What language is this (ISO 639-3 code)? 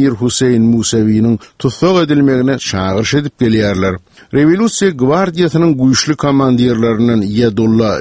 tuk